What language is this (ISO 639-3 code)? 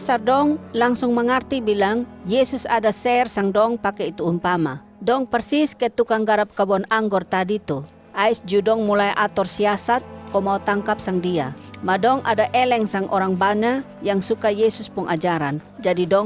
mkn